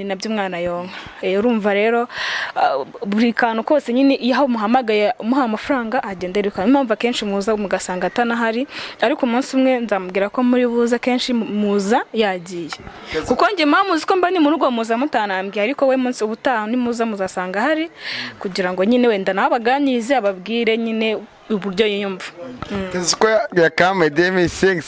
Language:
Kinyarwanda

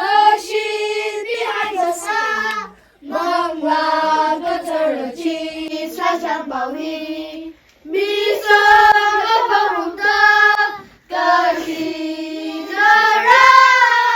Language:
Tangkhul Naga (India)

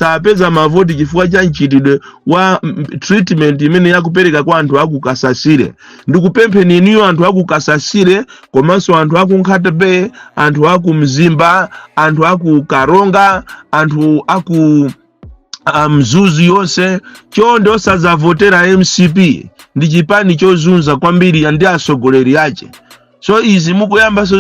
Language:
Nyanja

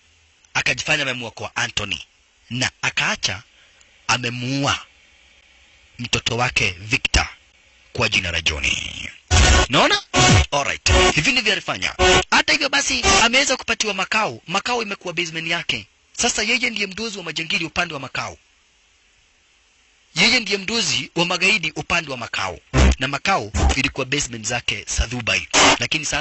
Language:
Swahili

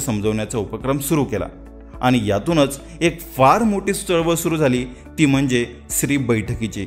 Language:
Marathi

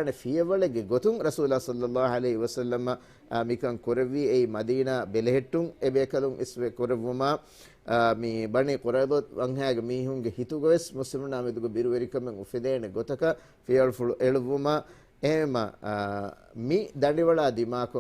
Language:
Divehi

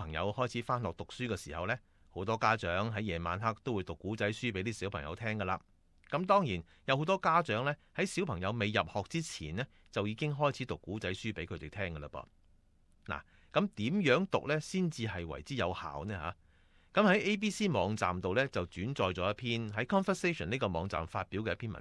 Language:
Cantonese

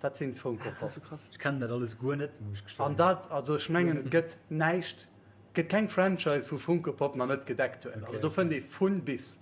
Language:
Luxembourgish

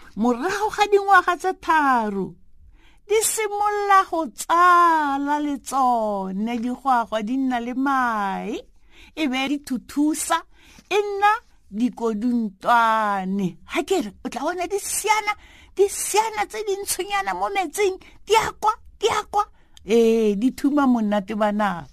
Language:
Tswana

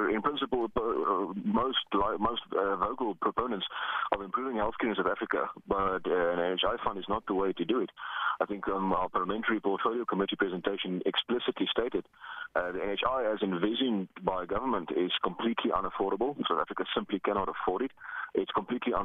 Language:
English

